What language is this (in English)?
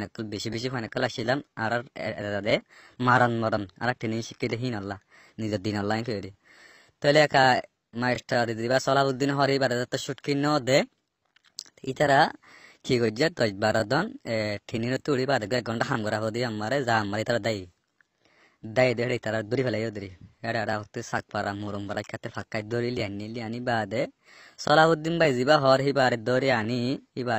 Rohingya